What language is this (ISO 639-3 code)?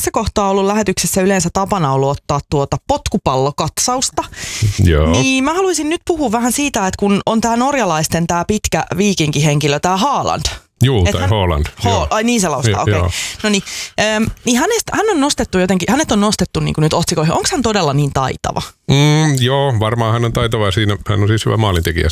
fin